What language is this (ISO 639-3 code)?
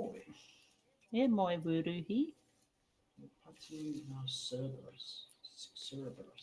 mri